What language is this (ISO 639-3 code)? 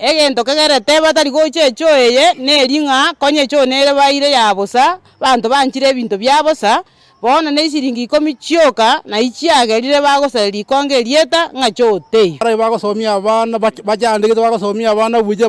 guz